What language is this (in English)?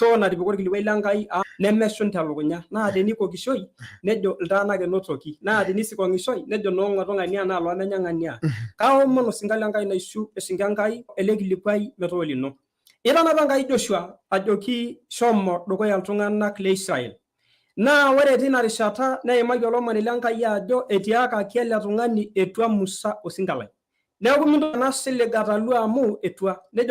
Masai